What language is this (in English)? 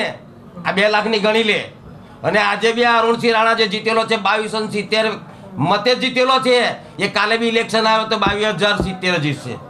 Gujarati